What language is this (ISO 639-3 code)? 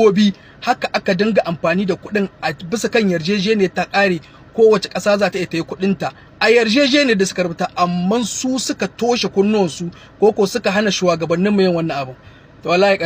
hau